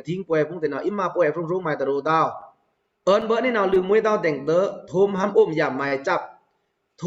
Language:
Pa'o Karen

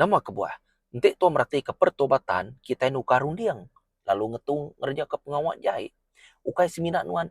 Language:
Iban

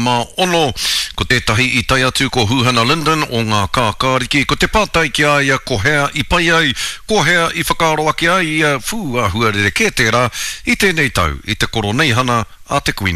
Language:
Māori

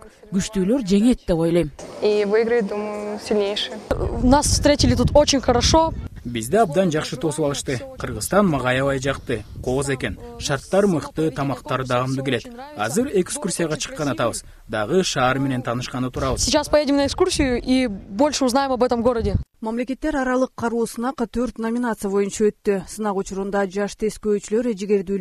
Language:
Kyrgyz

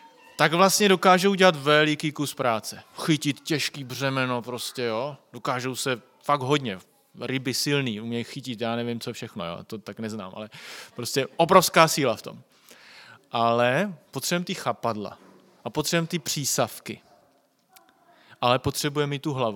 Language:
Czech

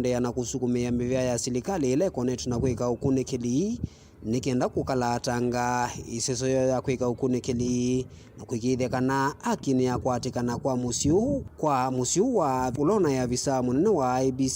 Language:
Kamba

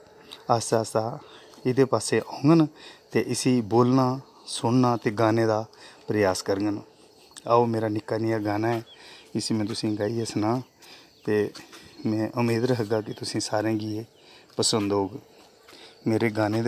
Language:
Dogri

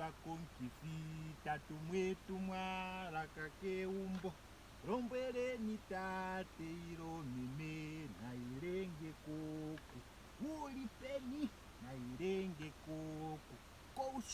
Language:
Ndonga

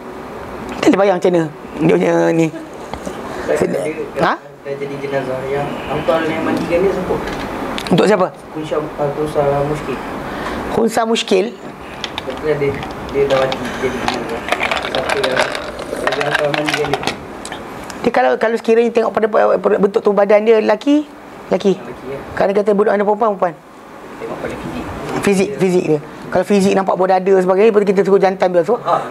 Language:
Malay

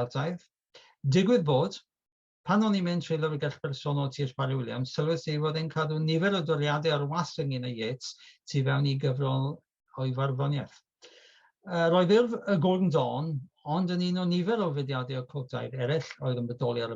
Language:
Welsh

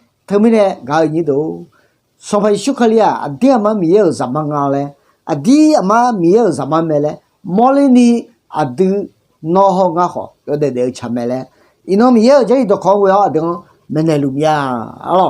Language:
Akha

